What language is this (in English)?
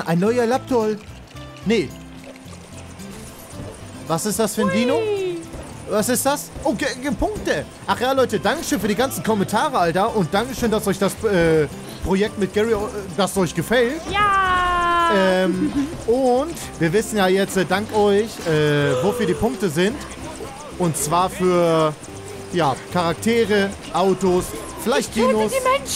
German